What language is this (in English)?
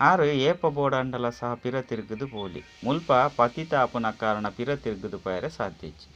Tulu